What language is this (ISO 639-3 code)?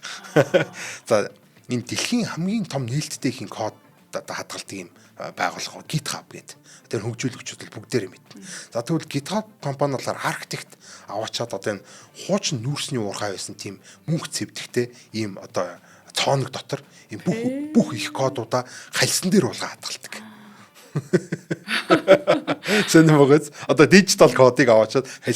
mon